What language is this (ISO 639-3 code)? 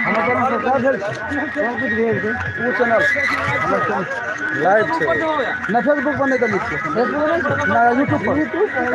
mai